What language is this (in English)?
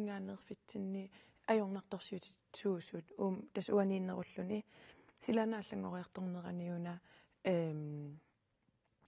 Kalaallisut